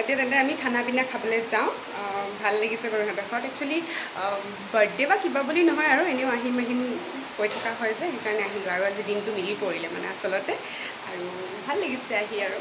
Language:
Assamese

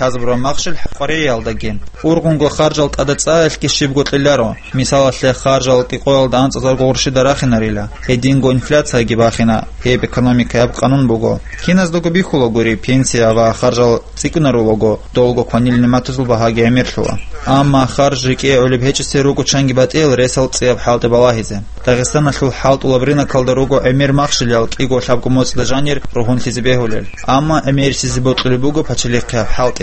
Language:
Avaric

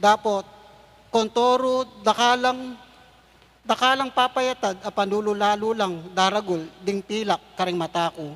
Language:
Pampanga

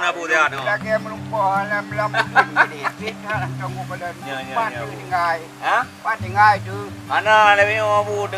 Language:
Achinese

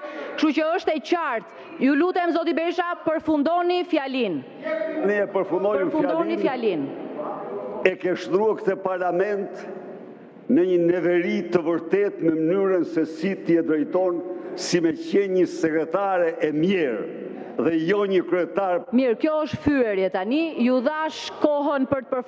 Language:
Albanian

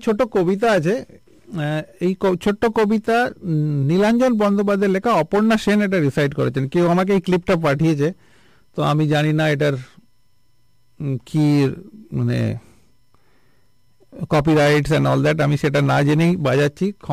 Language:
Bangla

